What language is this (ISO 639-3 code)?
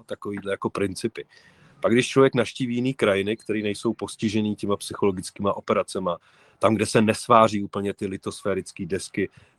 ces